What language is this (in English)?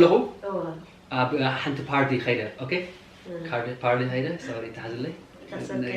Tigrinya